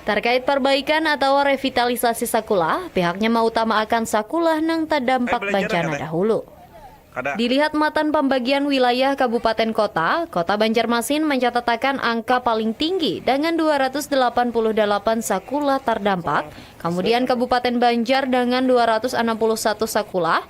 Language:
Banjar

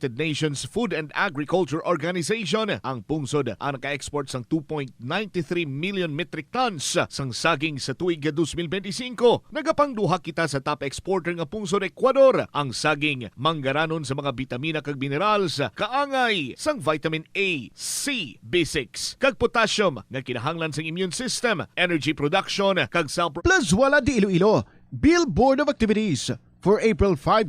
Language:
Hiligaynon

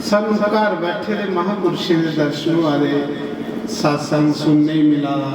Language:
Dogri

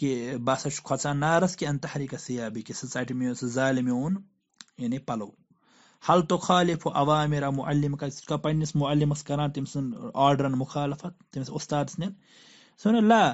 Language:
Kashmiri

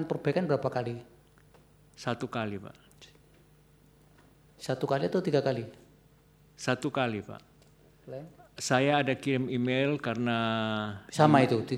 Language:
Indonesian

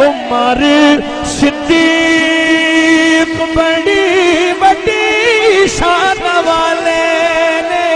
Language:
Saraiki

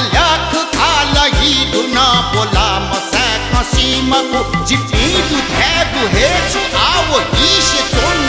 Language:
Newari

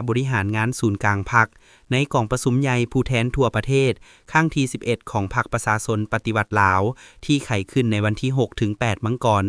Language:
Lao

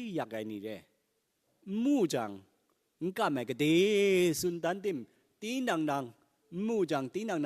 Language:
Kachin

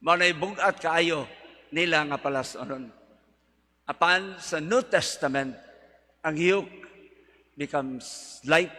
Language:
Cebuano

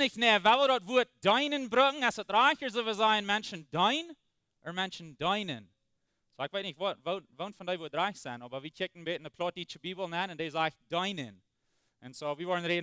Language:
Plautdietsch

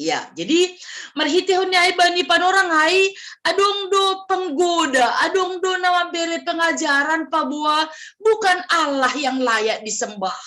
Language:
Batak Simalungun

